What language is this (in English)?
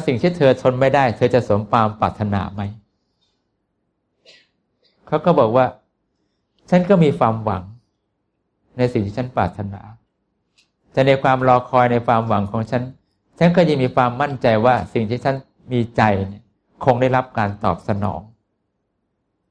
Thai